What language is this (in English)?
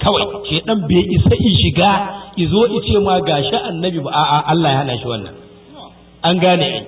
Hausa